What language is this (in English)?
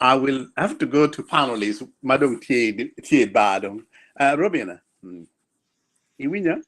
Acoli